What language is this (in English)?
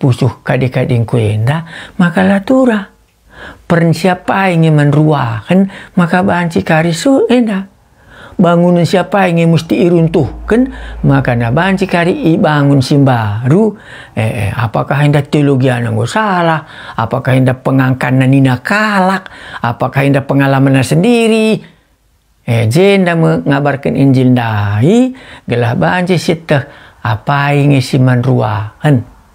Batak Karo